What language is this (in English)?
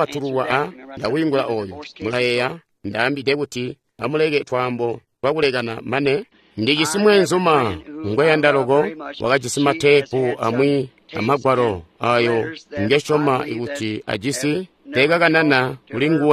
Tonga (Zambia)